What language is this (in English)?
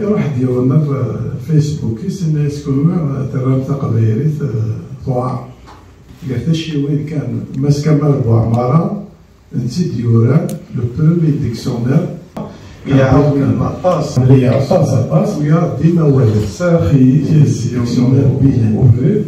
Kabyle